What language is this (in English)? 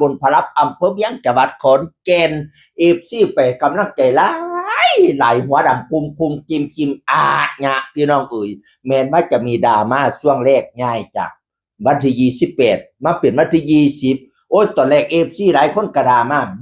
Northeastern Thai